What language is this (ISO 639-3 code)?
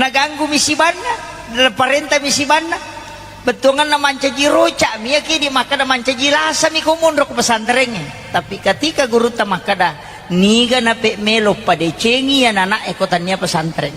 bug